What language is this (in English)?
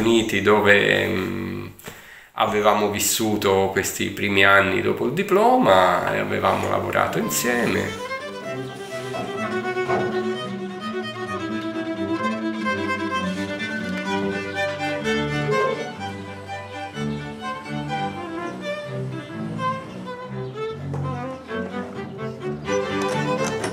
Italian